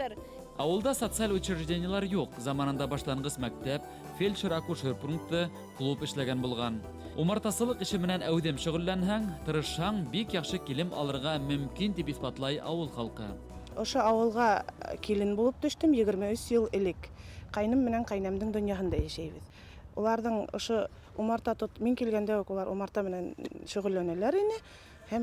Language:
Bashkir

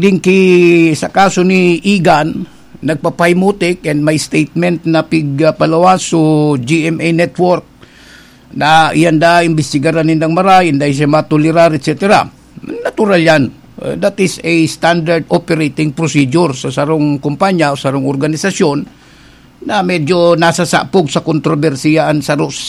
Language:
Bikol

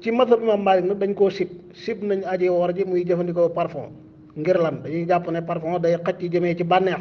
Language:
Wolof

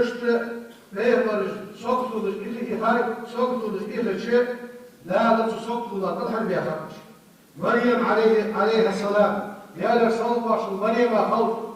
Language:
Ingush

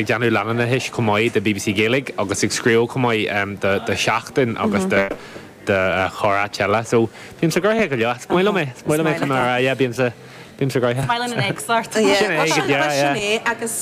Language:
Irish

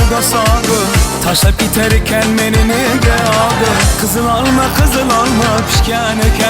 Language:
Turkmen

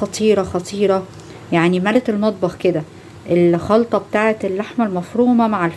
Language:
Egyptian Arabic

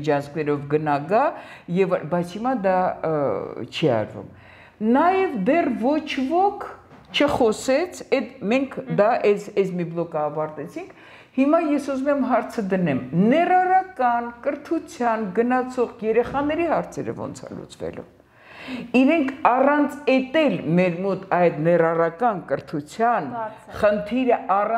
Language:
Armenian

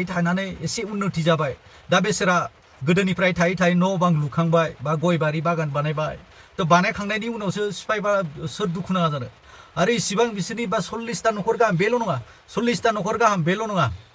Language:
Bodo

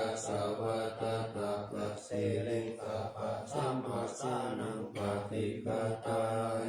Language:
Pali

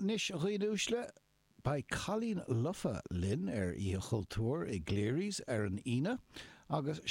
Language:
Irish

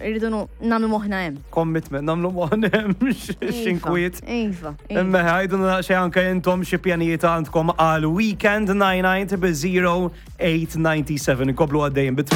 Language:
Maltese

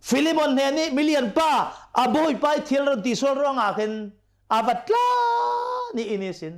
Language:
Hakha Chin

